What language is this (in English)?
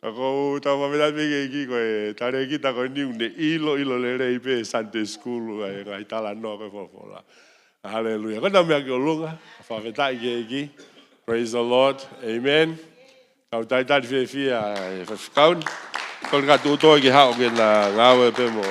Tongan